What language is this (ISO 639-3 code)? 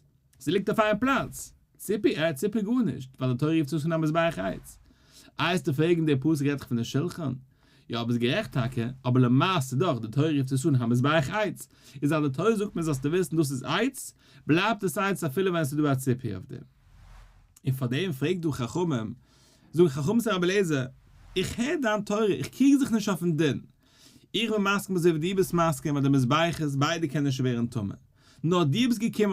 yid